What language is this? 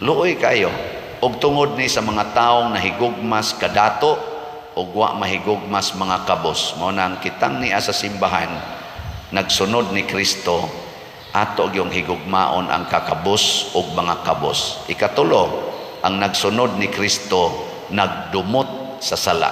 Cebuano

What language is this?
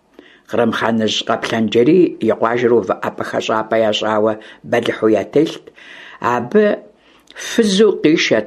Kabardian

